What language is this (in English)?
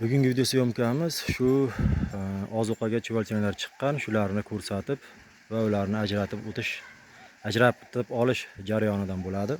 Uzbek